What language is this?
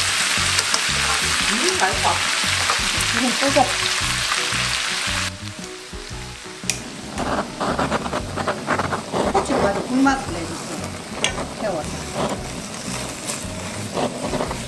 Korean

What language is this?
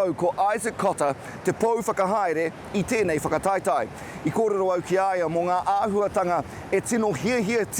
Māori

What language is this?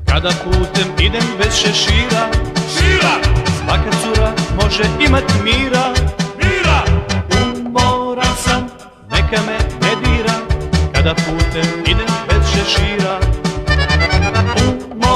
Serbian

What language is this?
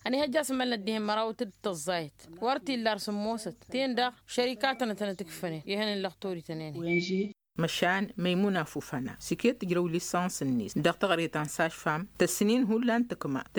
Tamasheq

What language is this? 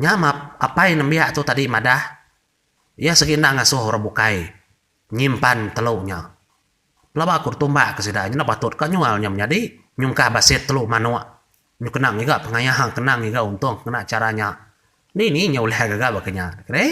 Iban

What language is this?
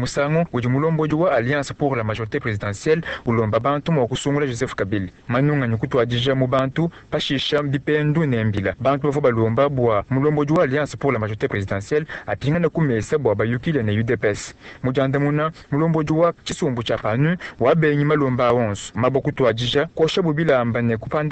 Luba-Lulua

